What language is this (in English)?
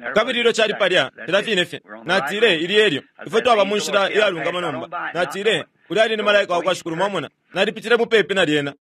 Bemba